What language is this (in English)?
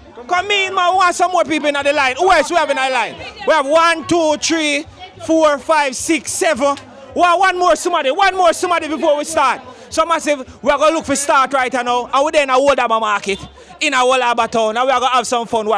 Jamaican Creole English